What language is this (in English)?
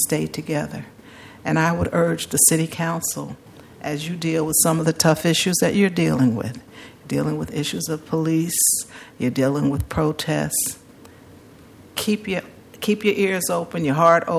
English